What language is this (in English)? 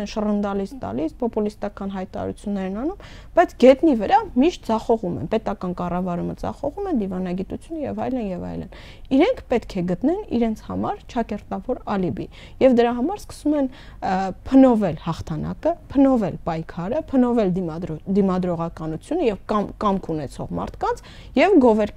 Armenian